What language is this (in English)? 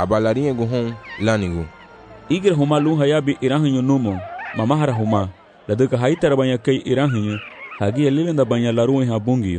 Garifuna